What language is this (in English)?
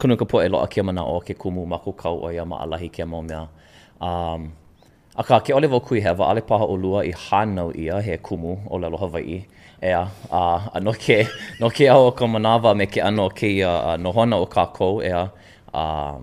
Hawaiian